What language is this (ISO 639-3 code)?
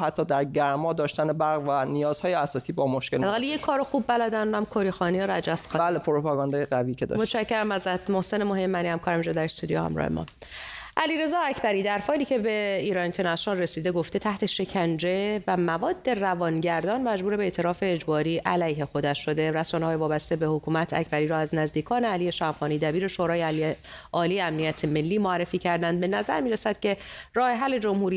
fas